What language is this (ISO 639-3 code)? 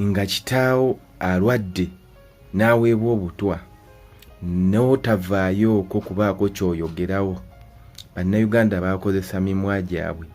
lug